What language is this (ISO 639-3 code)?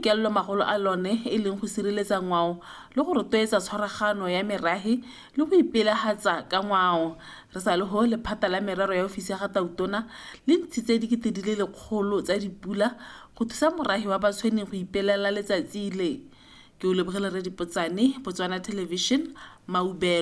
tsn